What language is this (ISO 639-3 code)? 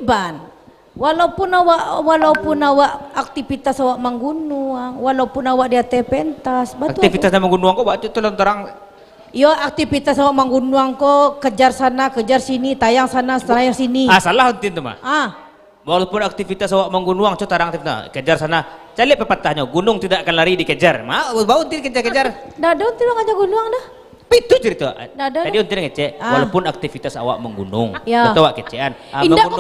min